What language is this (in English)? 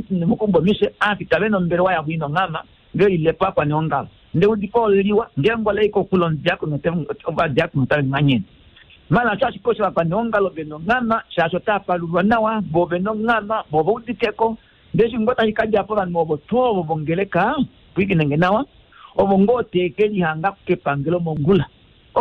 Kuanyama